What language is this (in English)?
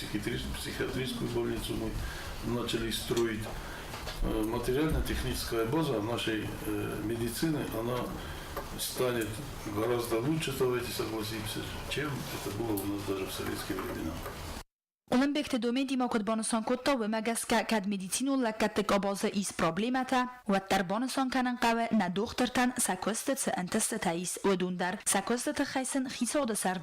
Ossetic